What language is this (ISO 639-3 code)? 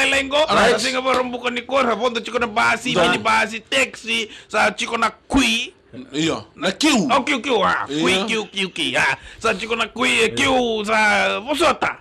fij